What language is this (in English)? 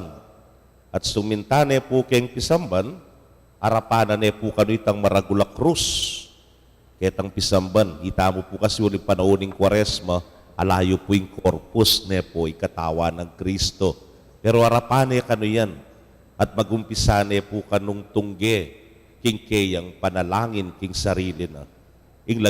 Pampanga